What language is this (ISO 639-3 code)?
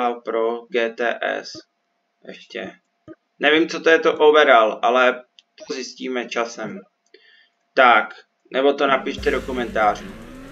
ces